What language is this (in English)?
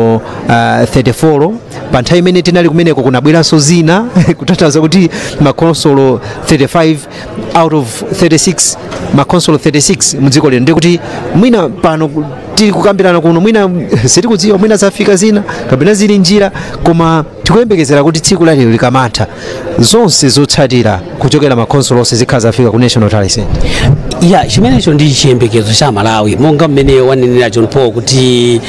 Nyanja